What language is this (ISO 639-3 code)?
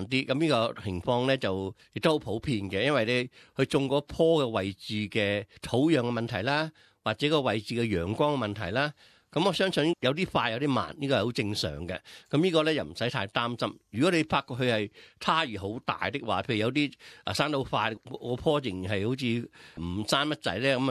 yue